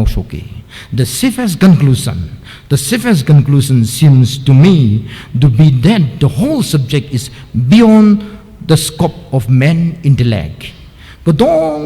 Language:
Tangkhul Naga (India)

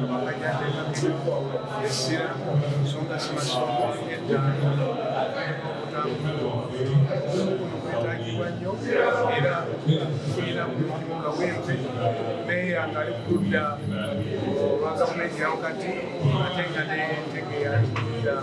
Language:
Ganda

